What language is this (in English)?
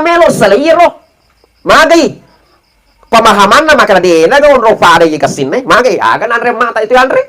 Buginese